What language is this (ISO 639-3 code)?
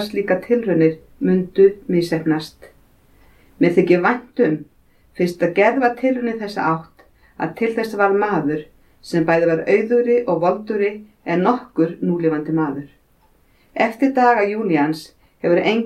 isl